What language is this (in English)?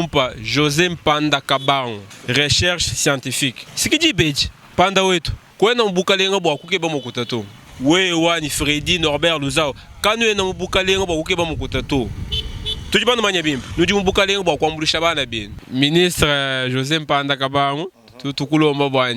Luba-Lulua